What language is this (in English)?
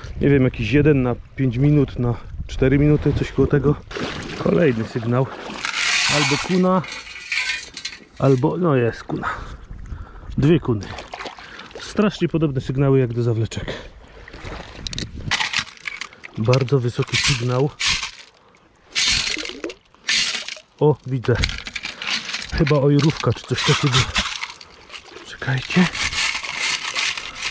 Polish